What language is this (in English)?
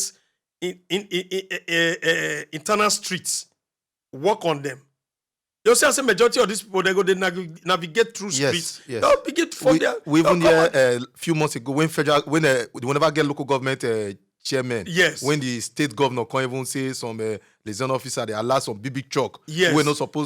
Nigerian Pidgin